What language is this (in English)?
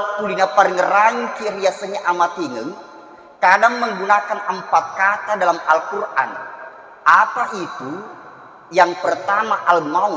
Buginese